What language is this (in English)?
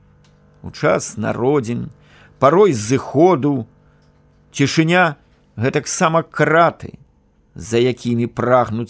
Belarusian